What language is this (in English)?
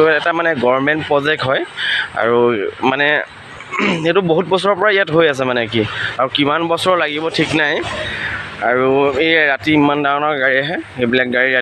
Assamese